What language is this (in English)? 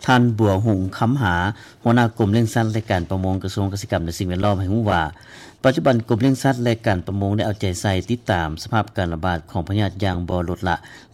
Lao